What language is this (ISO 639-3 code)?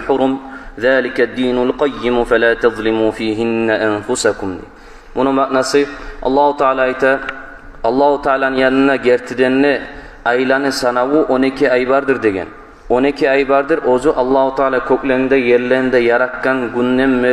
kum